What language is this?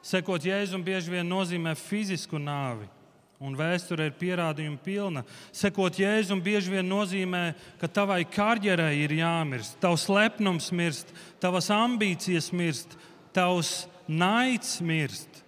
Latvian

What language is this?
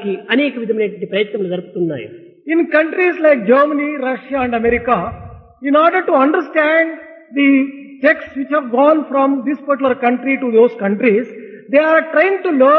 Telugu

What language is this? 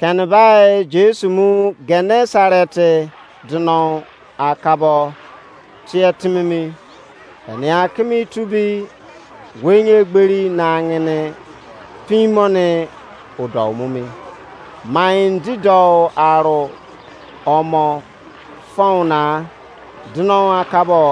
Izon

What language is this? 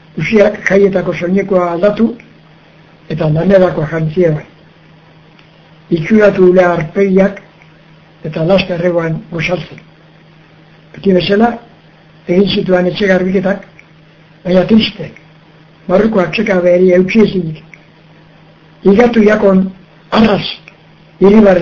Basque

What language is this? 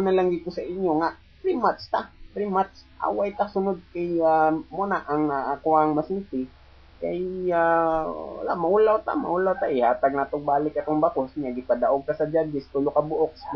Cebuano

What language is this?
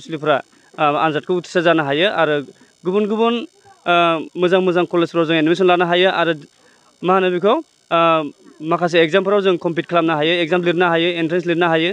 Bodo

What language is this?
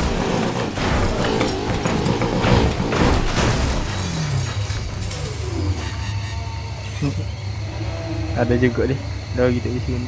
Malay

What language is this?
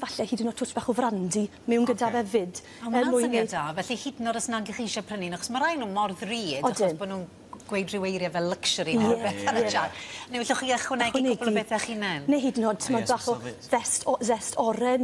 Welsh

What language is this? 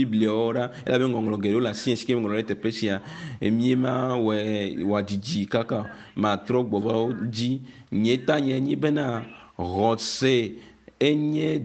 Ewe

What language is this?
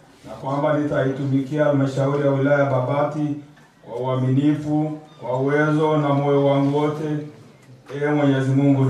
Swahili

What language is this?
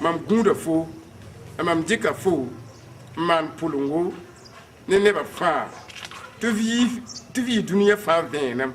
Mossi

